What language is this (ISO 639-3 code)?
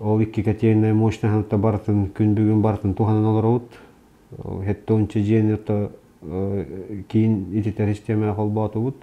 sah